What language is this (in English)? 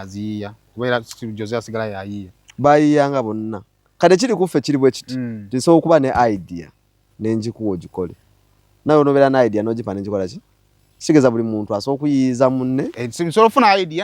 Ganda